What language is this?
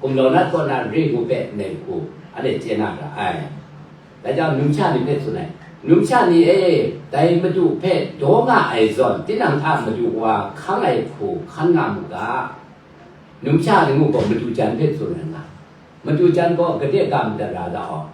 Kachin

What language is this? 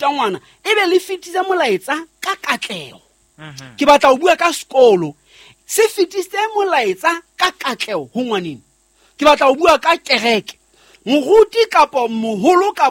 Southern Sotho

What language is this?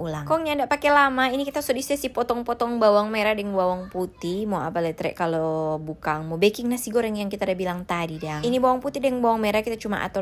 Manado Malay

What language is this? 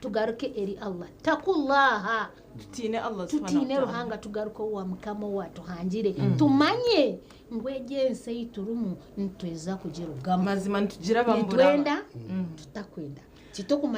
Nyankole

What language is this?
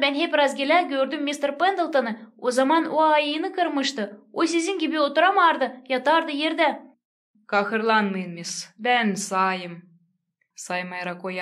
Gagauz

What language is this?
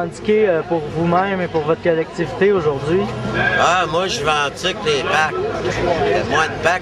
French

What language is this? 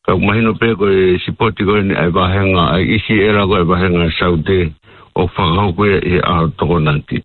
Tongan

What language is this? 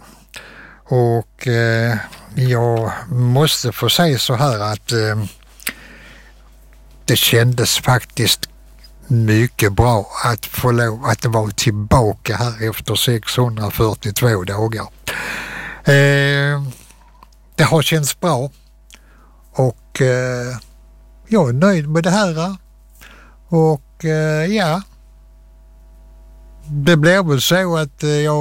Swedish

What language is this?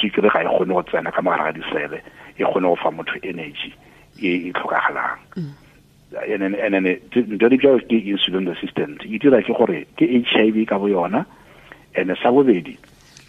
Tswana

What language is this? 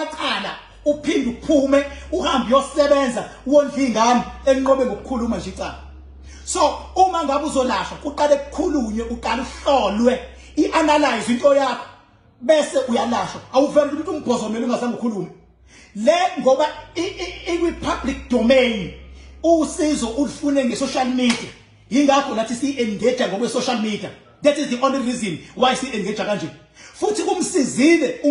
Zulu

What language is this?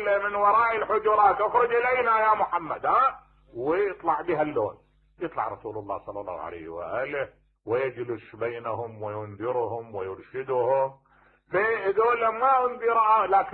Mesopotamian Arabic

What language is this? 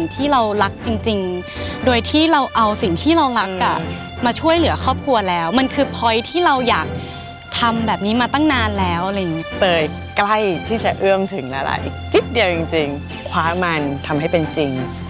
Thai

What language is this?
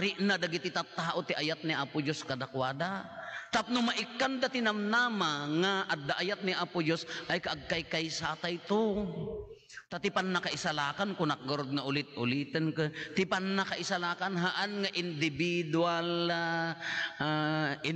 Iloko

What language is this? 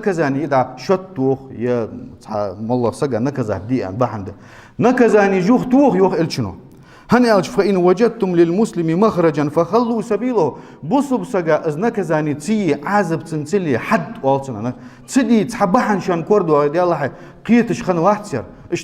Ingush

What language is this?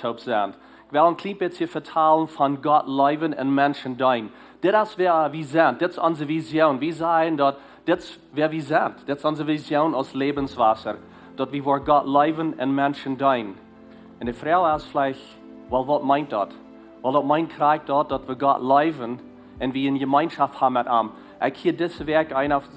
Plautdietsch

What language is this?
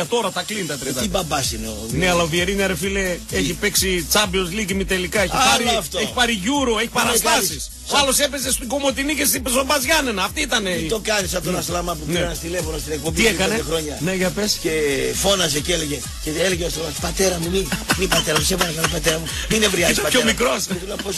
Greek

